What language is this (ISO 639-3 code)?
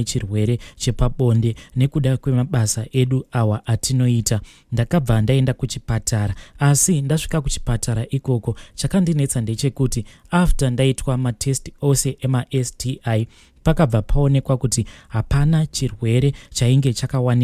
sna